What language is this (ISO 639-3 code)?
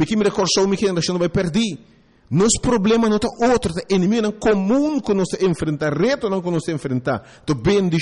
pap